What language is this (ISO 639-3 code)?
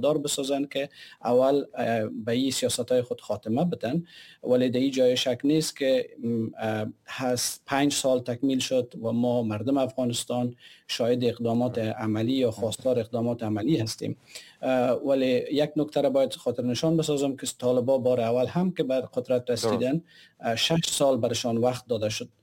fas